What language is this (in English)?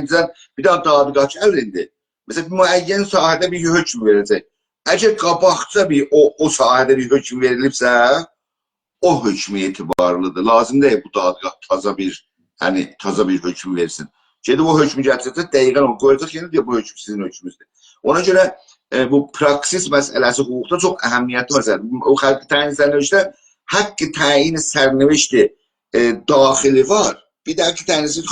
South Azerbaijani